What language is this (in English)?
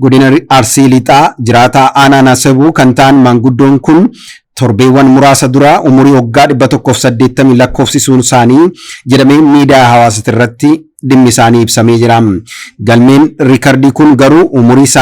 Oromo